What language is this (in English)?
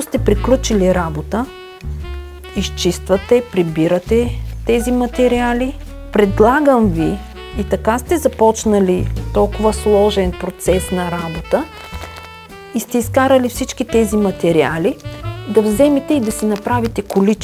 Bulgarian